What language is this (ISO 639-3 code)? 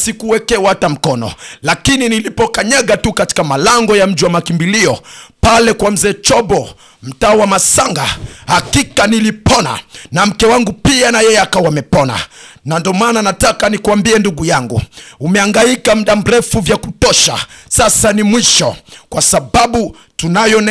swa